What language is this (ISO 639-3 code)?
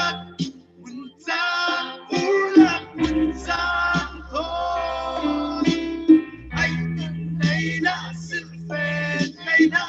cfm